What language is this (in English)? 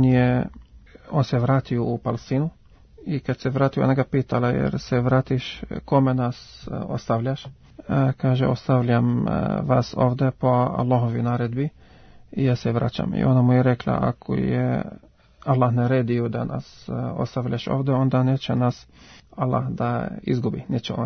Serbian